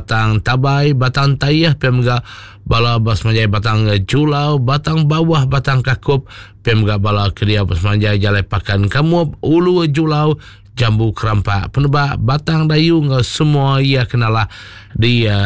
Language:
Iban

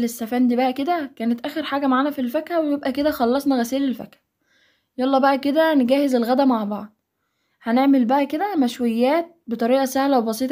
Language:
Egyptian Arabic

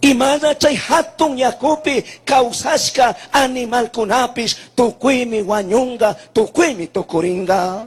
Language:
Chimborazo Highland Quichua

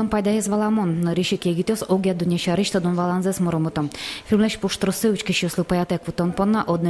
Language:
Udmurt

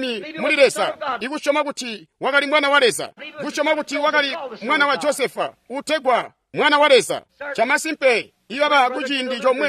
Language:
Tonga (Zambia)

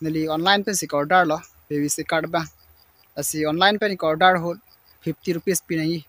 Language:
Karbi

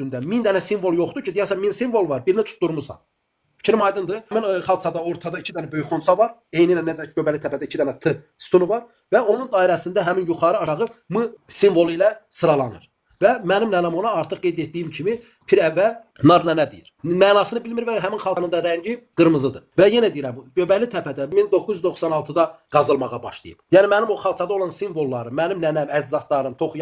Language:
Azerbaijani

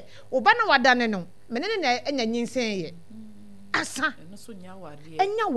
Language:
Akan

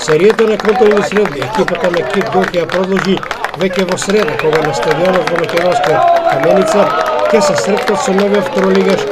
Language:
Macedonian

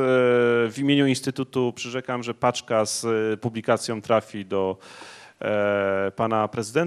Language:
Polish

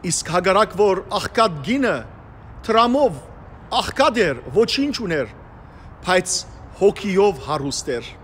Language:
Western Armenian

